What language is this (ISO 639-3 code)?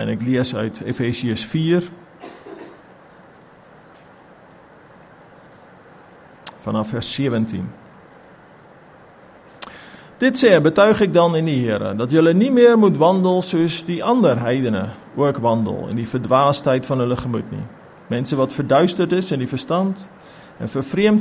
afr